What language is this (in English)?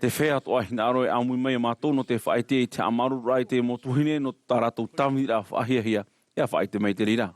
Tahitian